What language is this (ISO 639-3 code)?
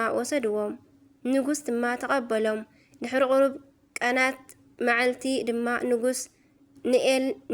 tir